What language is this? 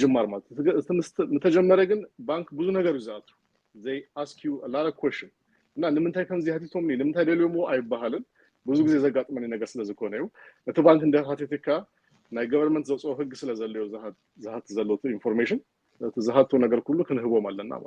Tigrinya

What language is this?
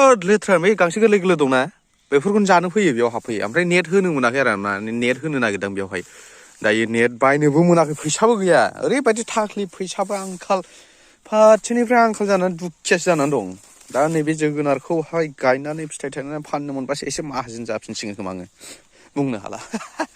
Bodo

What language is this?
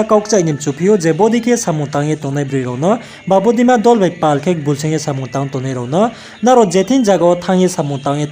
Riang (India)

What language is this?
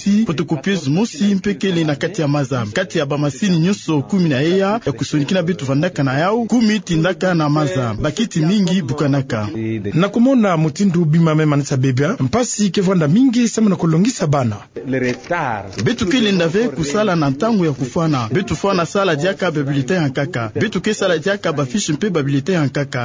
Kituba (Democratic Republic of Congo)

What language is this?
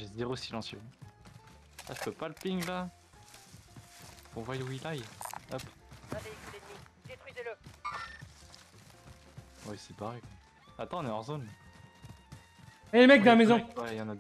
French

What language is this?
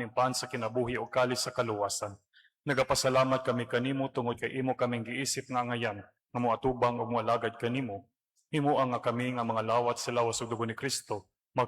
Cebuano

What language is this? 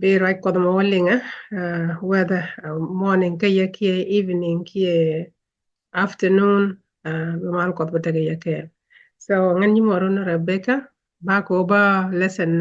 Nuer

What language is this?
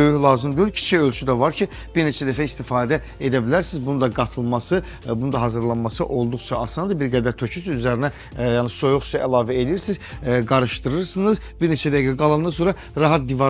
Azerbaijani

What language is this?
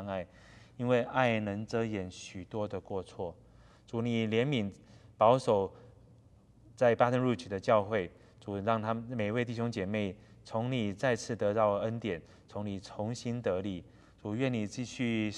Chinese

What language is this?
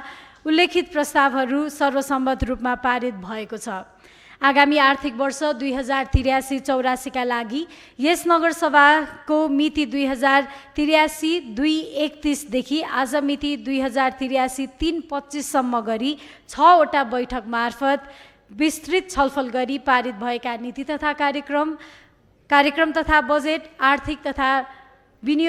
Nepali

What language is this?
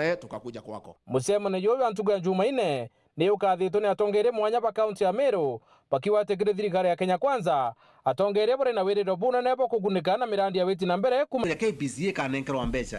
Meru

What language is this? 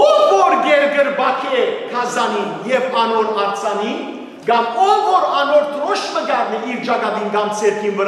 Western Armenian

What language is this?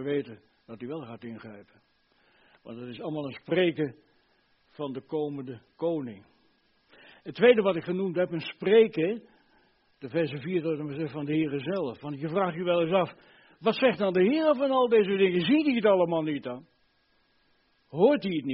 Dutch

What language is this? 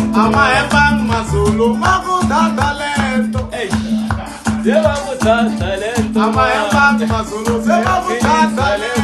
Tsonga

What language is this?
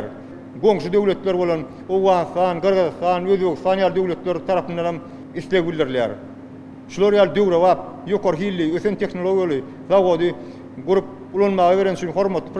Turkmen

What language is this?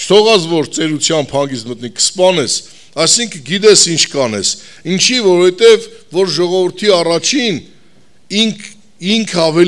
Armenian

